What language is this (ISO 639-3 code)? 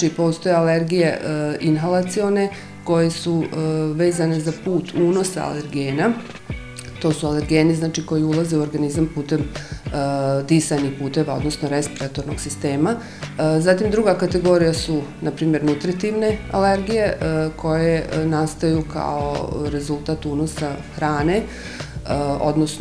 bos